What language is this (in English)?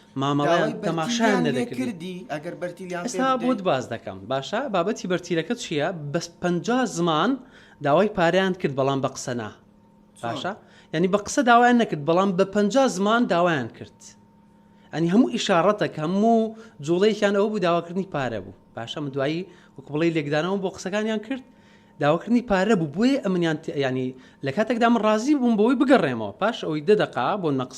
Central Kurdish